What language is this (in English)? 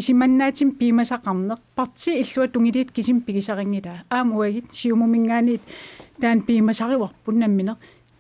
Kalaallisut